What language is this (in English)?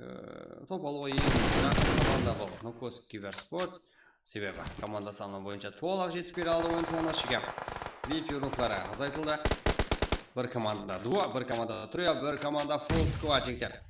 Kara-Kalpak